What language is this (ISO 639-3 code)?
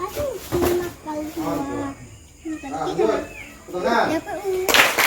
min